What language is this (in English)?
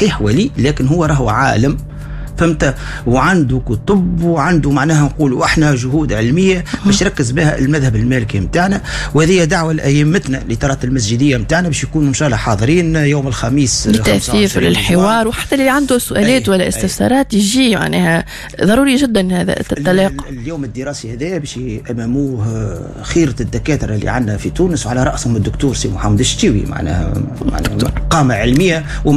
Tunisian Arabic